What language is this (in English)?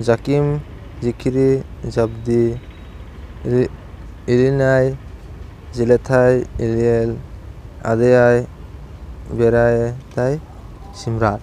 Kok Borok